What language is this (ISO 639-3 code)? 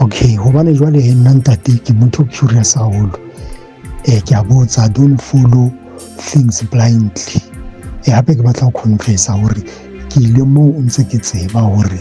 sot